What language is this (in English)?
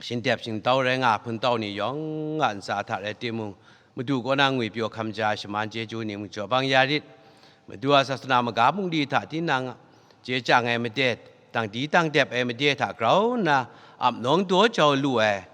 Kachin